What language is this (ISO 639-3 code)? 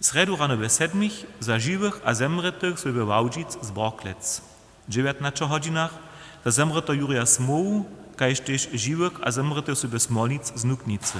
hsb